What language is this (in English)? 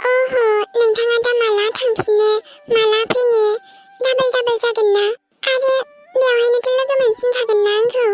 Bodo